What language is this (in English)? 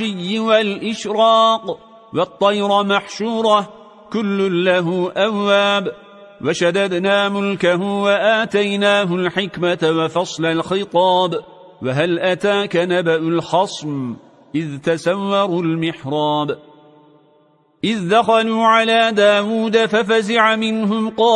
Arabic